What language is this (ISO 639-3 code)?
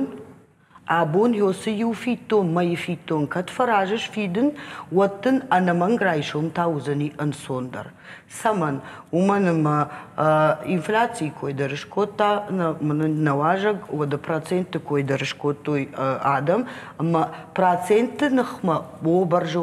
oss